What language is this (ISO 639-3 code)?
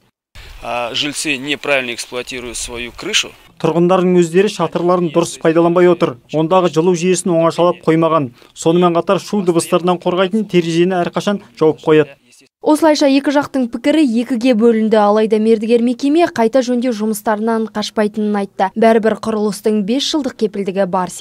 kaz